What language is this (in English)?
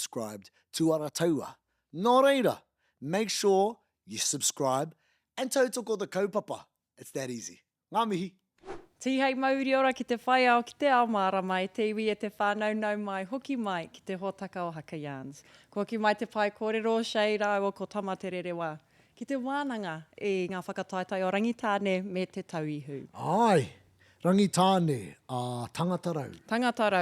Māori